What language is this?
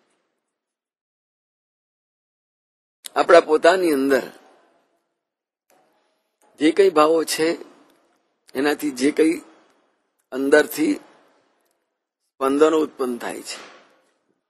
Gujarati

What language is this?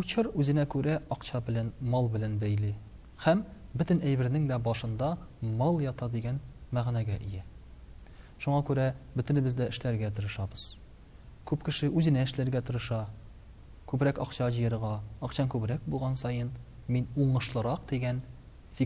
Tatar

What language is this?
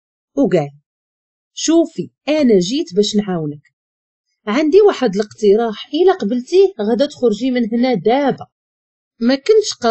Moroccan Arabic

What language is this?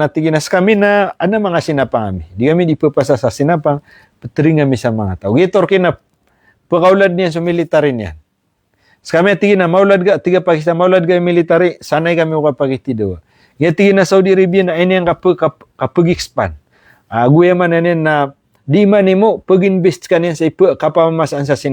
Maranao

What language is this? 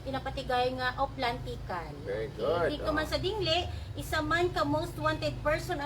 Hiligaynon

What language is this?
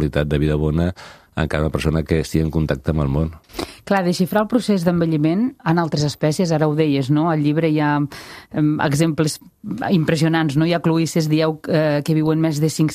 Catalan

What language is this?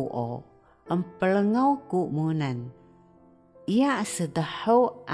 Taroko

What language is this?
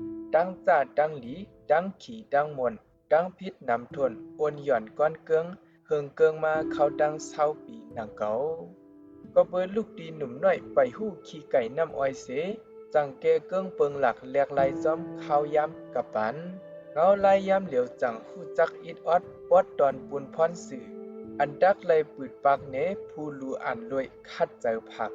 Shan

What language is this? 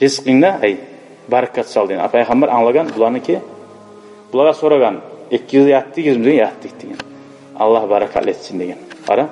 Kumyk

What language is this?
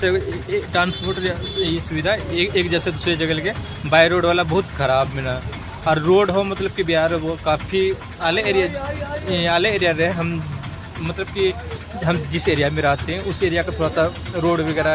Santali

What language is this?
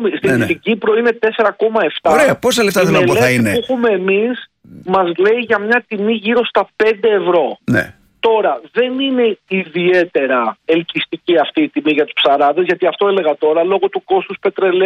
Greek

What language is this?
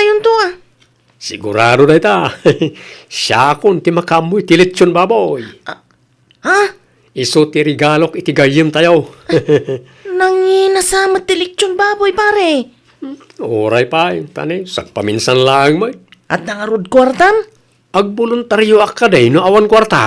Iloko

